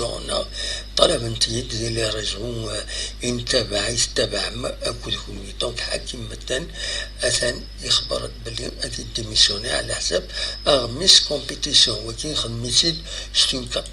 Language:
Kabyle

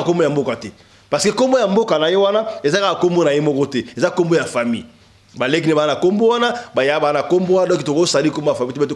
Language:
Lingala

